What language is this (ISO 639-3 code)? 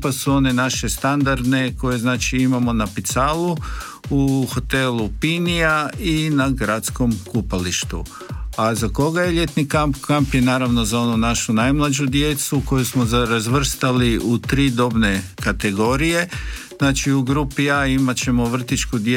hrv